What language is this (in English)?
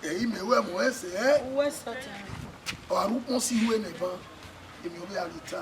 Bini